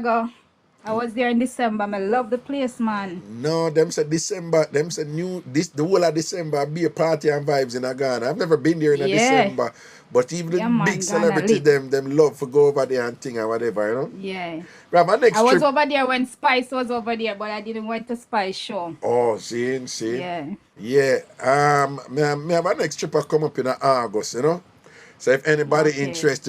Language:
Jamaican Creole English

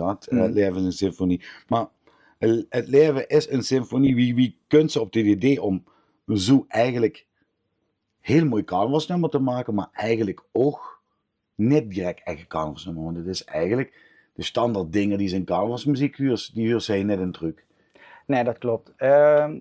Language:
Limburgish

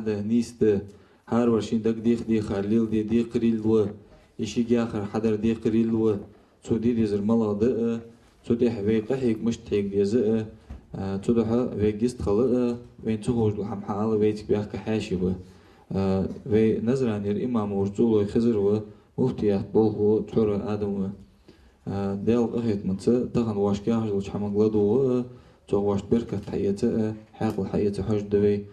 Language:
Ingush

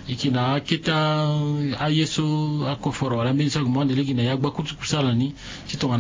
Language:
Sango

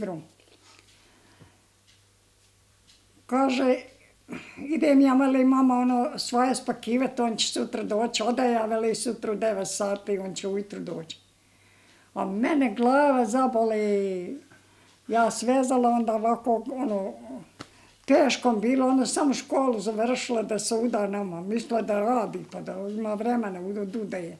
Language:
Bosnian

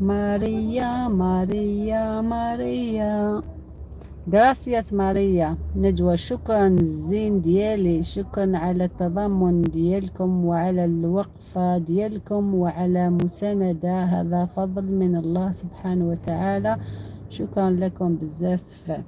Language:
Algerian Arabic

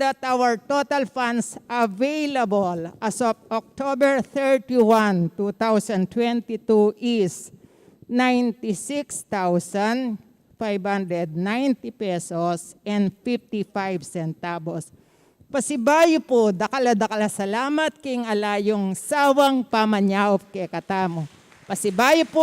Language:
Pampanga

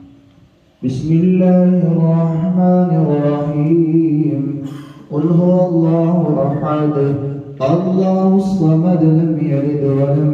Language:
Arabic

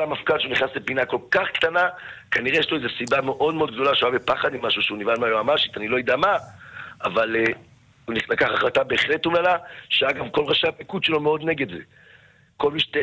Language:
Hebrew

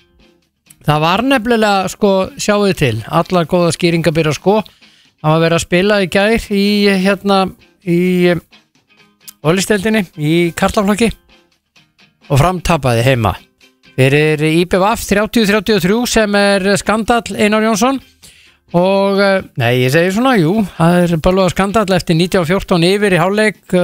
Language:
Icelandic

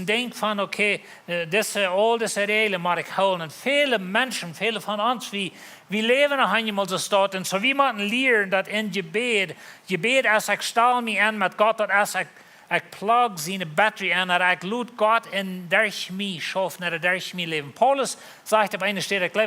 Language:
Plautdietsch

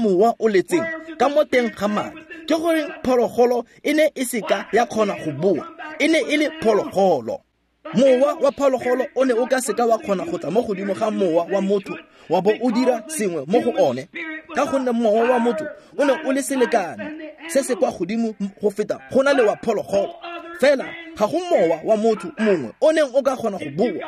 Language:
Tswana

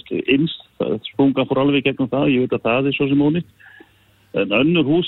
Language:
Icelandic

